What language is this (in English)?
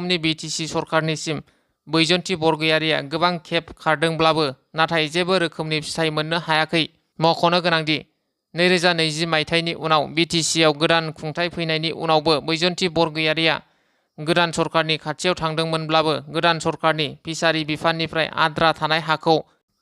Bodo